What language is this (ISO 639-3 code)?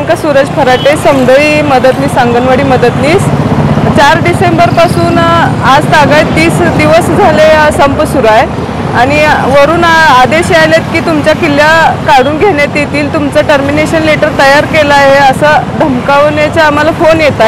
mar